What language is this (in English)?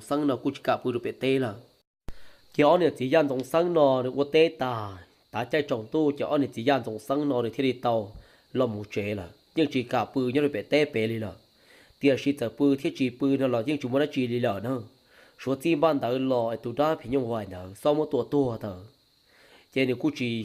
Hmong